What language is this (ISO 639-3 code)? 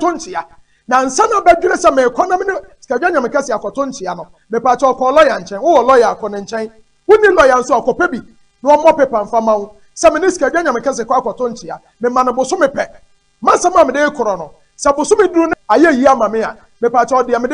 aka